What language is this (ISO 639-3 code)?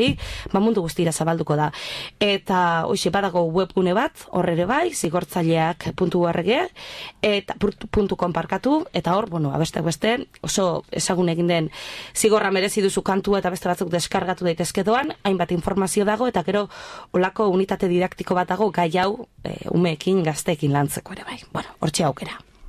eus